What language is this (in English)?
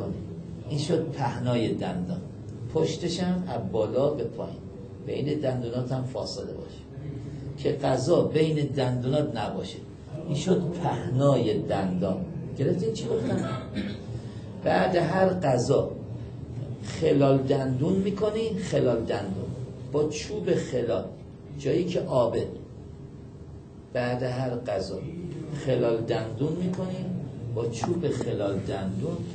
Persian